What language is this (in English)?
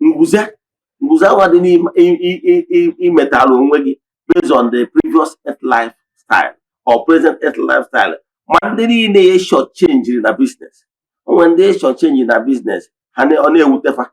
Igbo